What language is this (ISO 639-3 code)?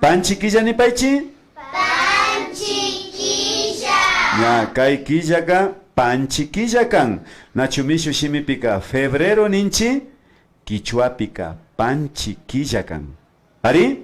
qvi